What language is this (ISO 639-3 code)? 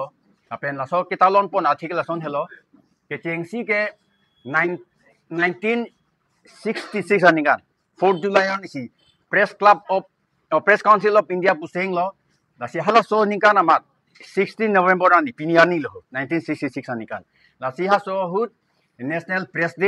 mjw